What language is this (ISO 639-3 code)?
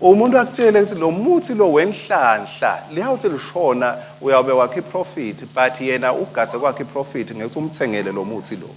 ssw